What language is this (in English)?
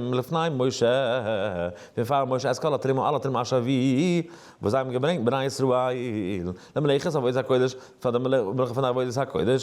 Yiddish